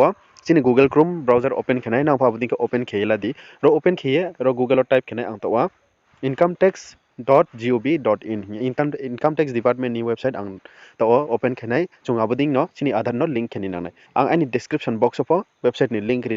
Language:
Riang (India)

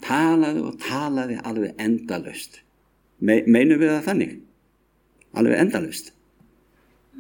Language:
Icelandic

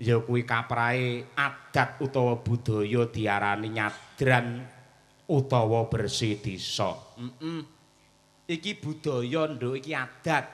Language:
Javanese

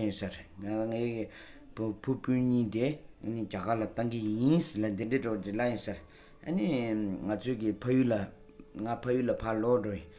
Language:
Tibetan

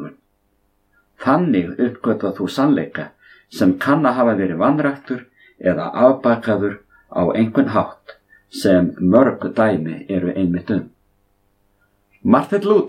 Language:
Icelandic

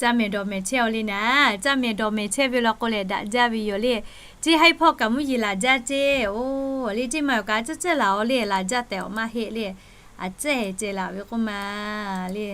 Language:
Lahu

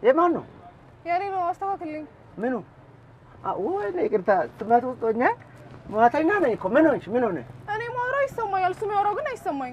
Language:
Amharic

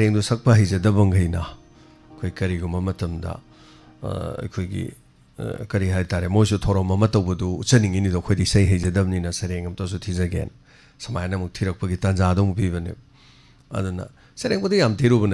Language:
Manipuri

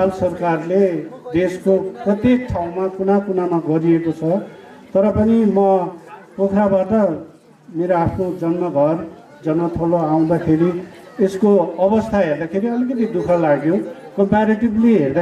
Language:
Nepali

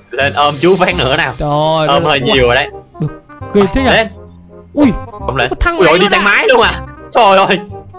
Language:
Vietnamese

